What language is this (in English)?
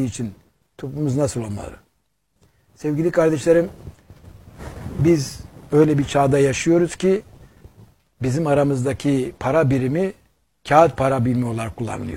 Turkish